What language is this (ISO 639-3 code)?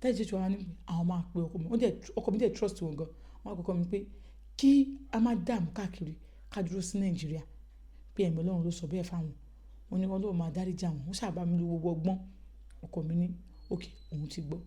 yor